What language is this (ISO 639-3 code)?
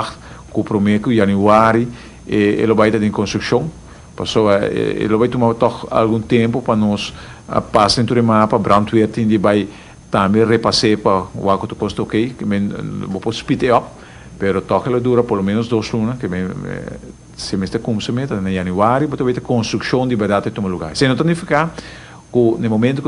pap